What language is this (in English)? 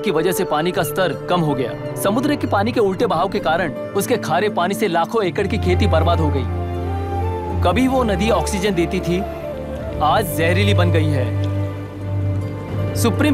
Hindi